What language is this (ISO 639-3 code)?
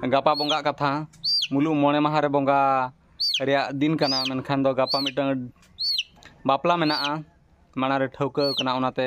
sat